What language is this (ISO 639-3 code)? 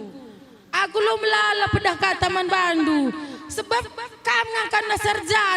btx